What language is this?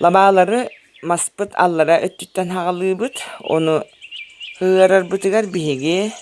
Yakut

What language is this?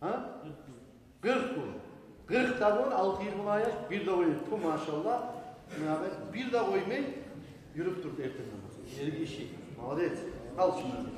Kumyk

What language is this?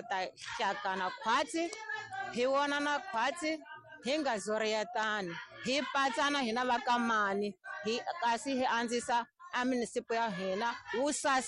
Tsonga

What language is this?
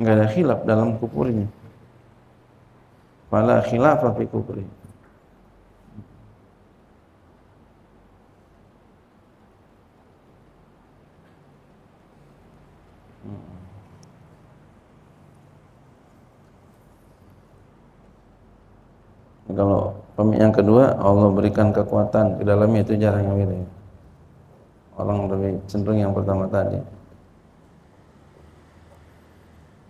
Indonesian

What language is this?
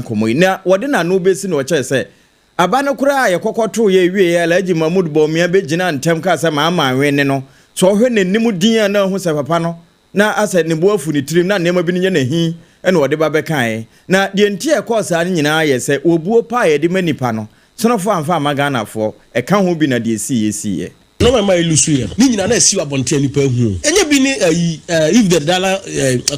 Akan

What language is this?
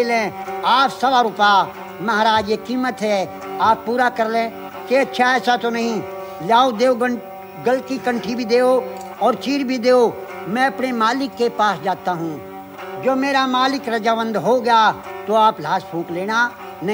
Hindi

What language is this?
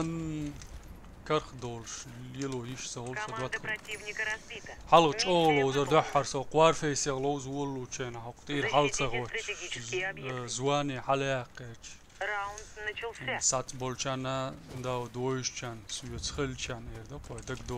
Chechen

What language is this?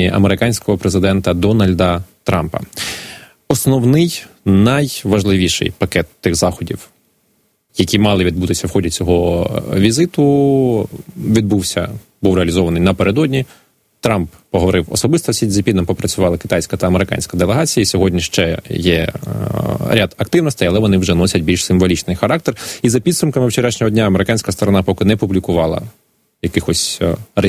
Ukrainian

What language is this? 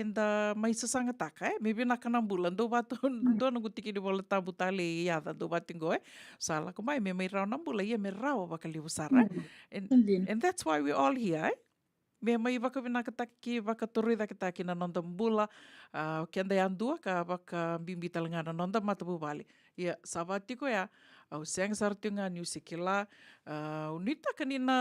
Fijian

